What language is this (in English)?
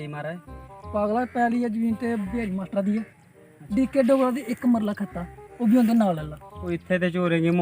Dogri